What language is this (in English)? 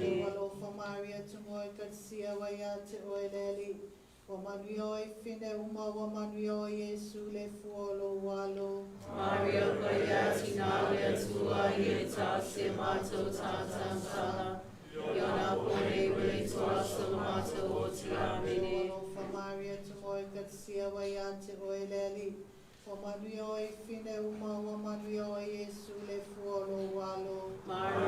Samoan